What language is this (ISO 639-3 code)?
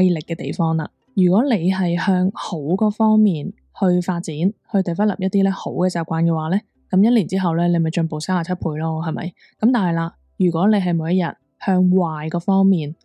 yue